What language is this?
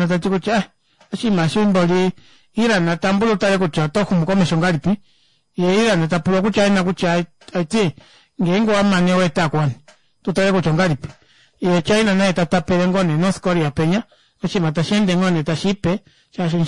Kuanyama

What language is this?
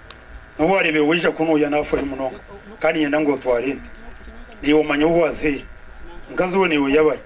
Kinyarwanda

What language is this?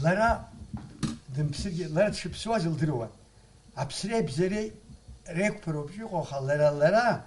Abkhazian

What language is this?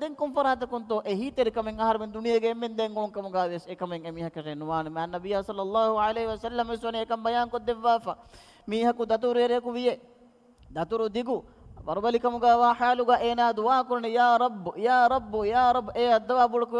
Divehi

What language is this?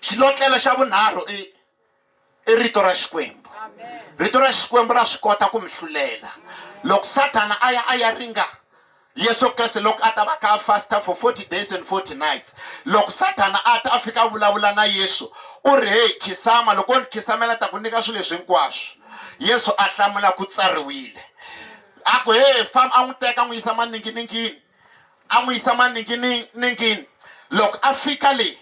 Tsonga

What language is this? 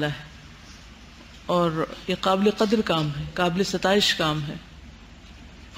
Urdu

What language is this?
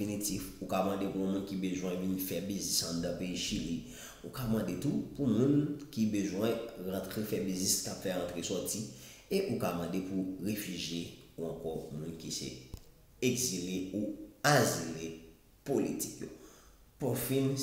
Haitian Creole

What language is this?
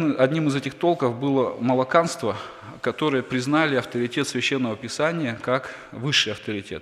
Russian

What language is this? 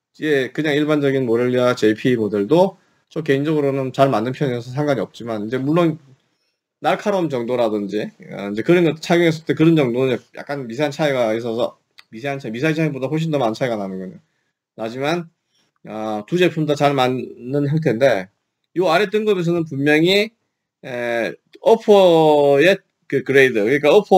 Korean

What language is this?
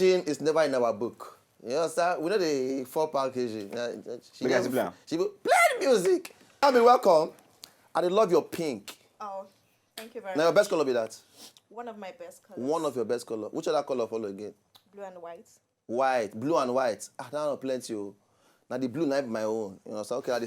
Nigerian Pidgin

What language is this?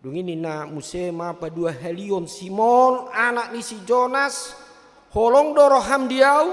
Batak Toba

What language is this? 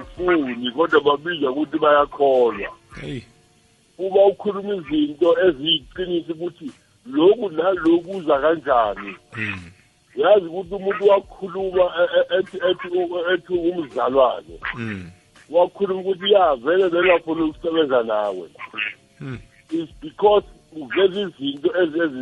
South Ndebele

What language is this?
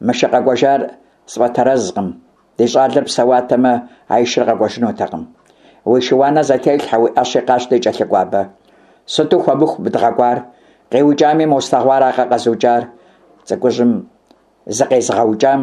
Kabardian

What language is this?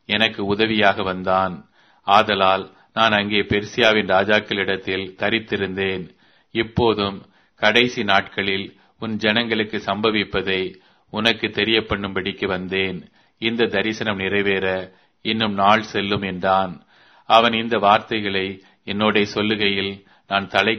Tamil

